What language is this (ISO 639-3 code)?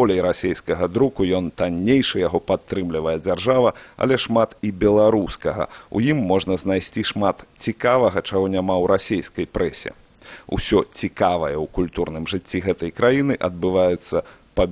bel